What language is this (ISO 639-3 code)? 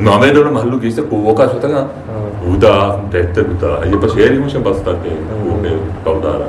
bgp